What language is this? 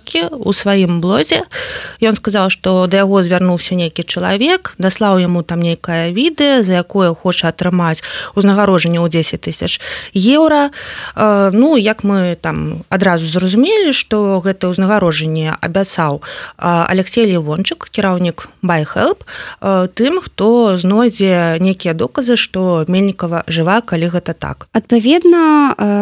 Belarusian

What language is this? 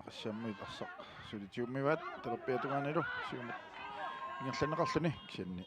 Kalaallisut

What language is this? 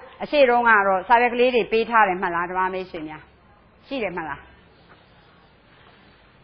Burmese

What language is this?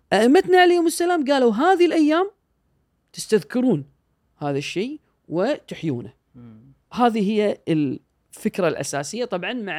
Gulf Arabic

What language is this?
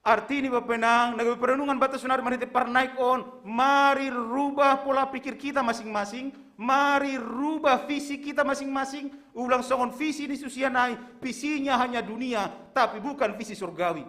Batak Simalungun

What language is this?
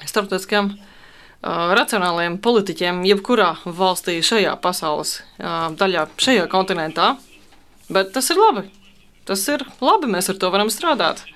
Latvian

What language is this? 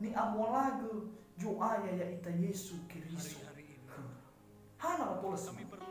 Nias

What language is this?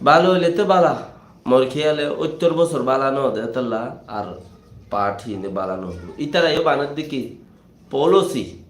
Rohingya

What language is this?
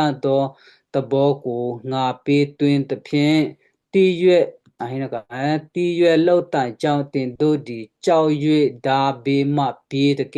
Western Kayah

